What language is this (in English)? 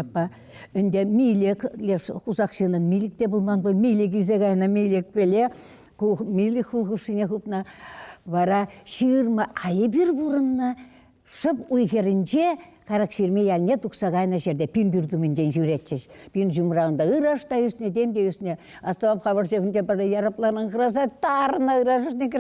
Chuvash